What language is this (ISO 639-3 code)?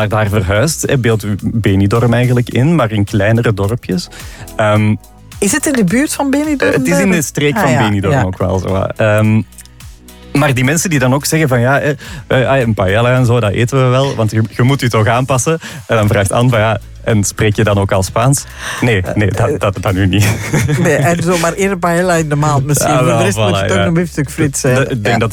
nld